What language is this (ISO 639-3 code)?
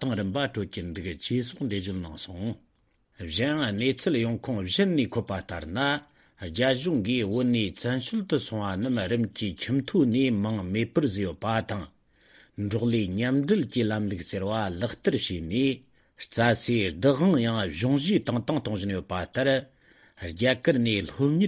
bod